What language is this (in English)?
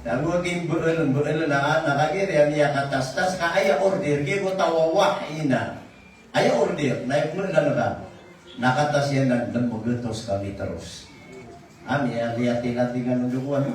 Maranao